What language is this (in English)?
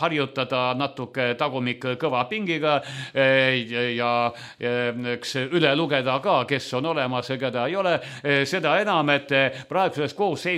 Estonian